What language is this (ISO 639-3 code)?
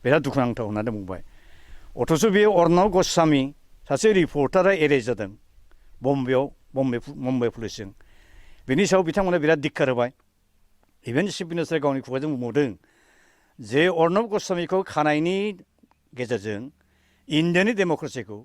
brx